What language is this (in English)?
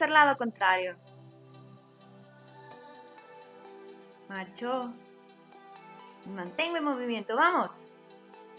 Spanish